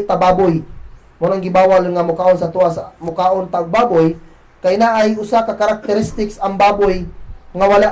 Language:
Cebuano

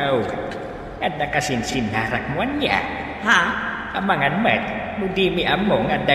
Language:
Iloko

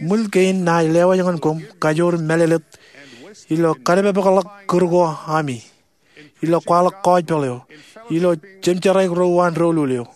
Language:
Marshallese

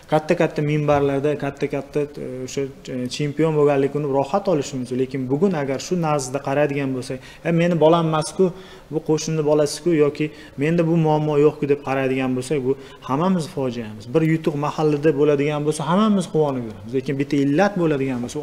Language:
Uzbek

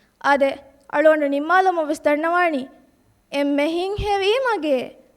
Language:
Divehi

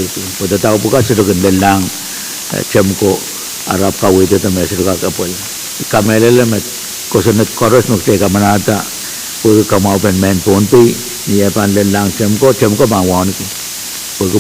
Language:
Pohnpeian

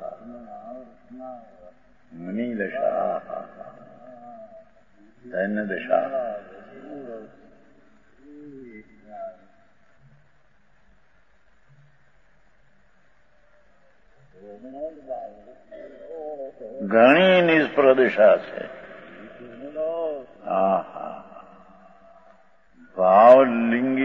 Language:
Gujarati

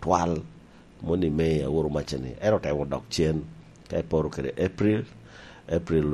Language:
Lango (Uganda)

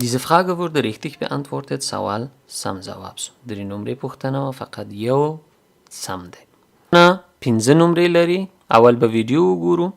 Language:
Pashto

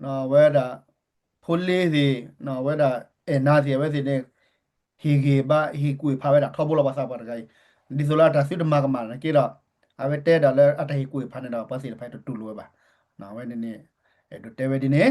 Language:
S'gaw Karen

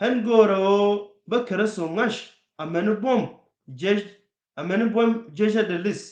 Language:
Nuer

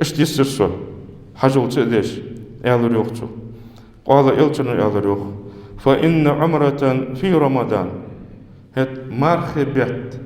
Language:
Ingush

